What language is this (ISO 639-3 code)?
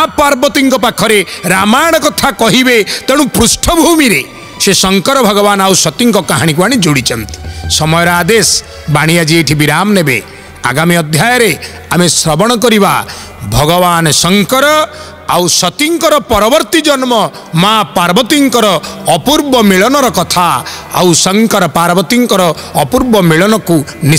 ori